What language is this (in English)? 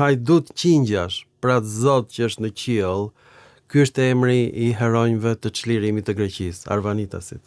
Albanian